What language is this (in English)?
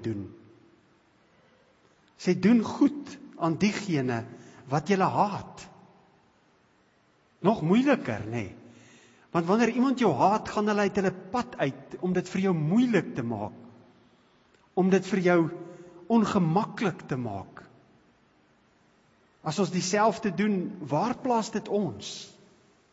Afrikaans